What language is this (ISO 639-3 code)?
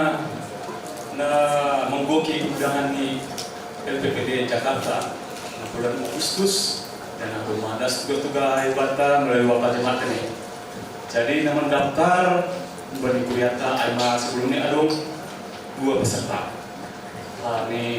bts